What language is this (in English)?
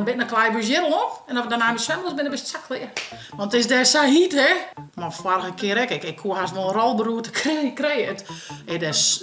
Western Frisian